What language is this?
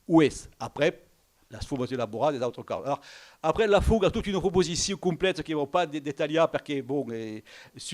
Occitan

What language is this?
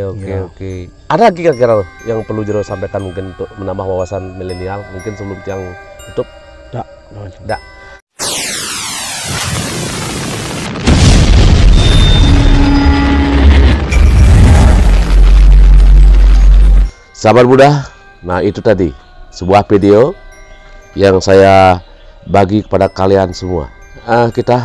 Indonesian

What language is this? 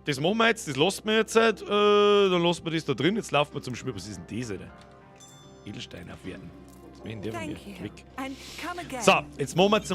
Bavarian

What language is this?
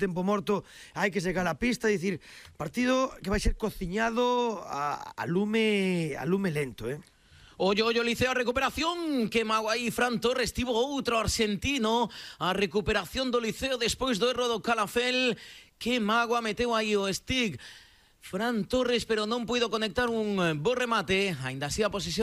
Galician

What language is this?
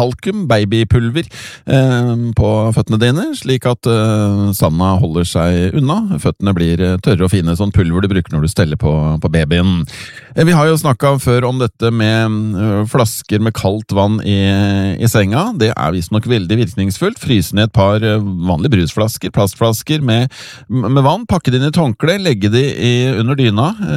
Norwegian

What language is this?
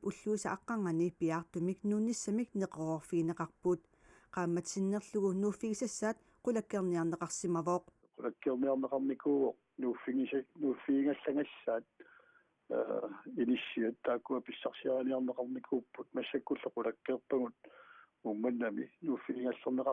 Kalaallisut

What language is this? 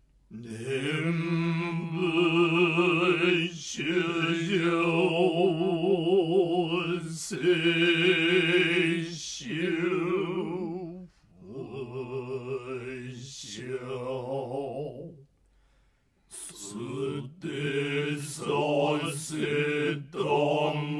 Japanese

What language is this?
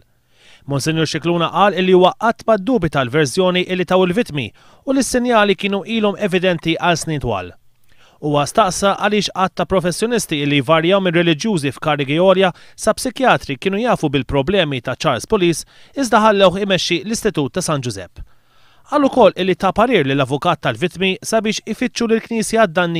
Maltese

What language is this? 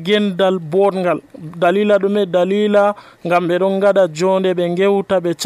Nigerian Fulfulde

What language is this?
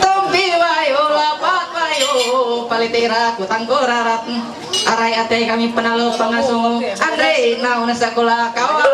Ma'anyan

